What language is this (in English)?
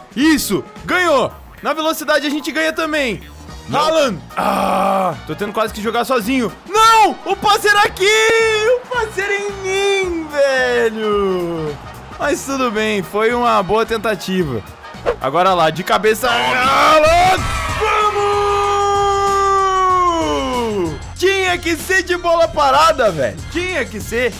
Portuguese